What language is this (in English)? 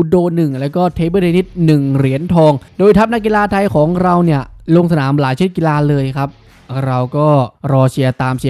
Thai